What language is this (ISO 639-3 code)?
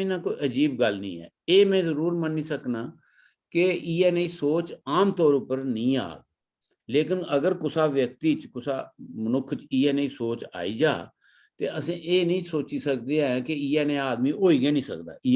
doi